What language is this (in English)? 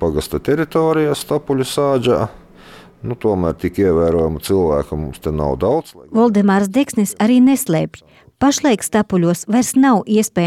Latvian